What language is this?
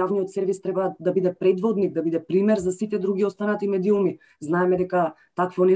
Macedonian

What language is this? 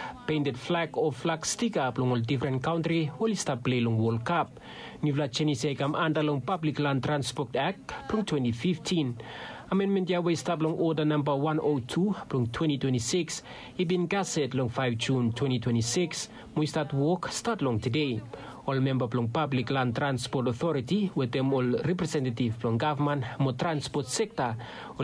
Bislama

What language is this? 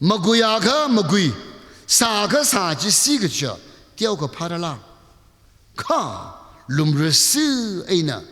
Tangkhul Naga (India)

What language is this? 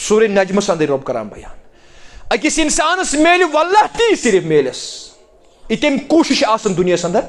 Kashmiri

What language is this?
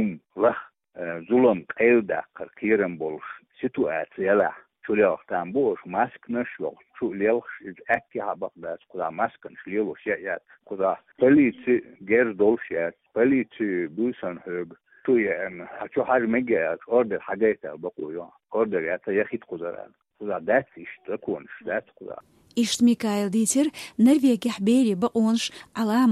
Chechen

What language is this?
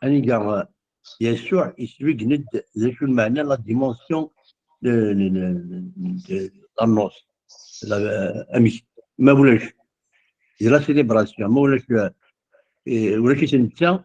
Kabyle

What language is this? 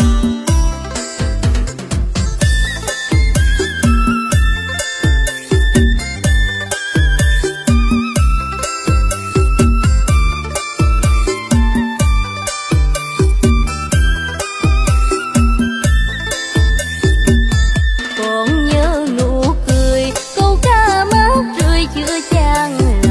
Vietnamese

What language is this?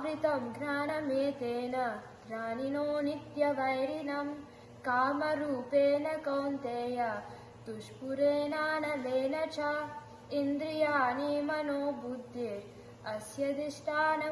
Sanskrit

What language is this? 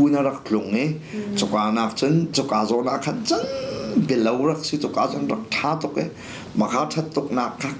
Hakha Chin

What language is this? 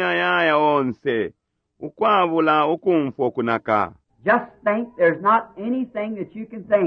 Bemba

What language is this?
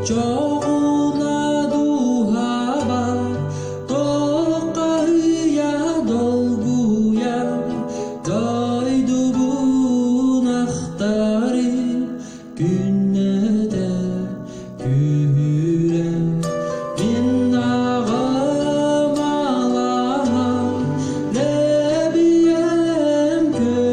Yakut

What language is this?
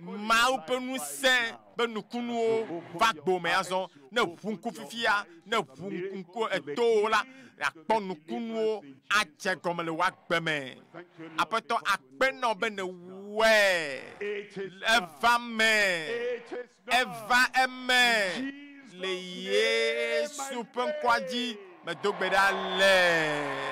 Ewe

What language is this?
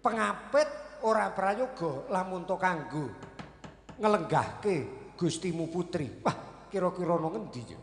Javanese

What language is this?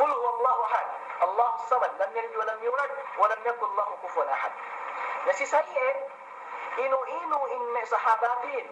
Yakan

